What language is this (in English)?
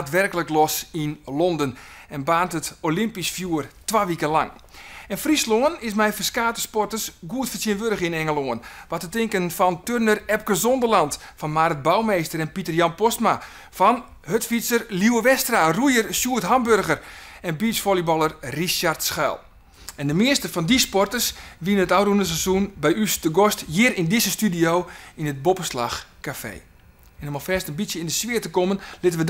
Western Frisian